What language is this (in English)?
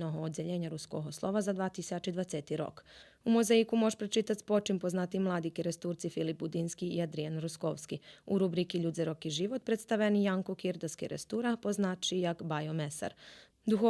Rusyn